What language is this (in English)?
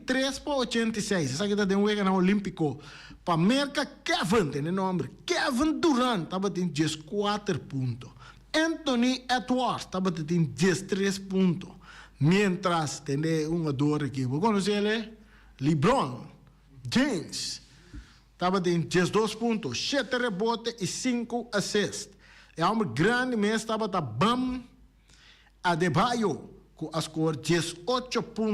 Papiamento